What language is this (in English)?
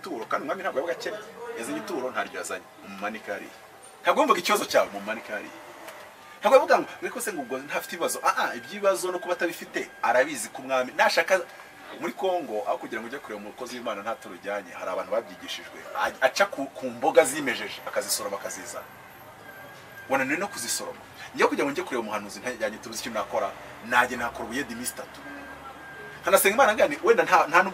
Kinyarwanda